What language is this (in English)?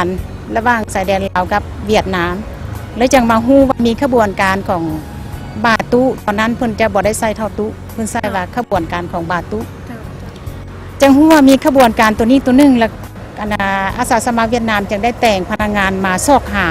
Lao